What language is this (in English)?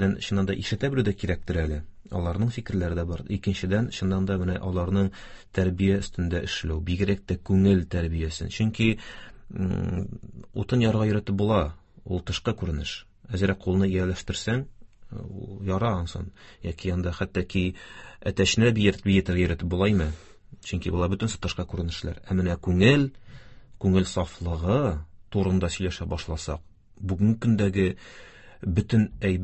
Tatar